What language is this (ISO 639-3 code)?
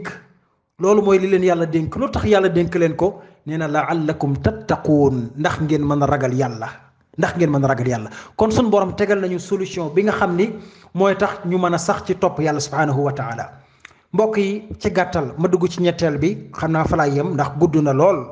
wol